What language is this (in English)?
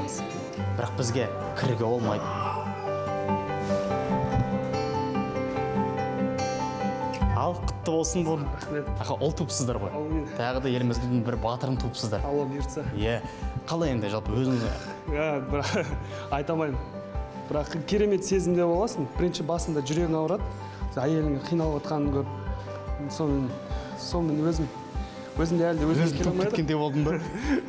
Kazakh